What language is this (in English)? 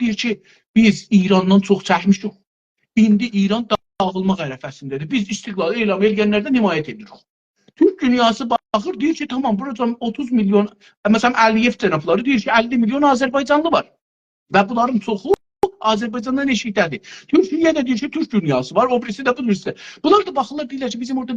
South Azerbaijani